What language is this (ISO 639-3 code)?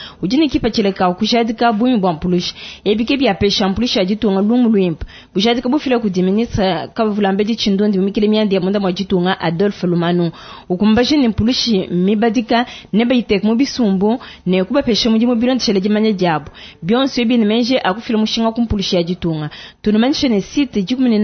lua